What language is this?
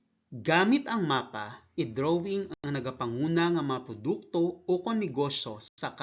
Hiligaynon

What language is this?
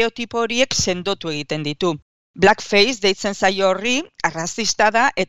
Basque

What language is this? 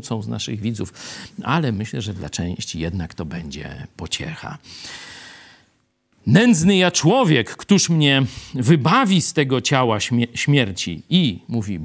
Polish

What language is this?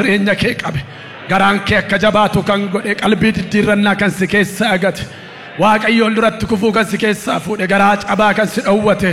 Oromo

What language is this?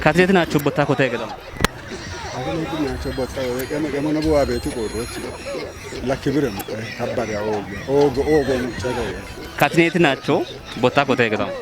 Kafa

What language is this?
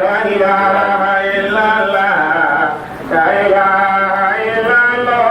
Dagbani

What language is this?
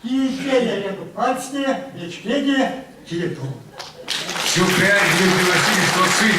Erzya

